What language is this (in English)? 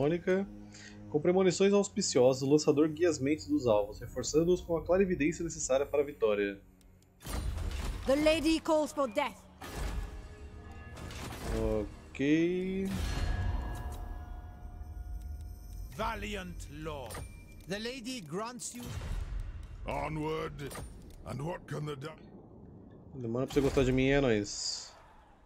Portuguese